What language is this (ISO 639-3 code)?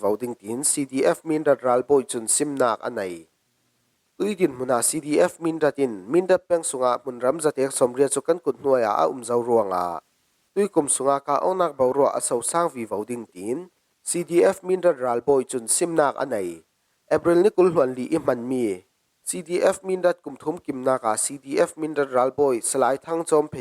cfm